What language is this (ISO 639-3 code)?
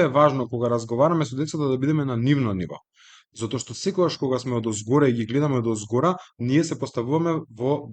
mkd